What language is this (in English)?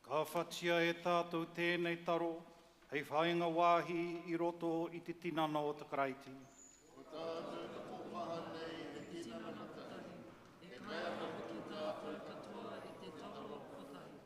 Māori